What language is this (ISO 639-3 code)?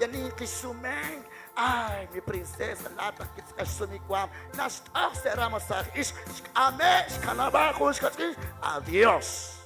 kek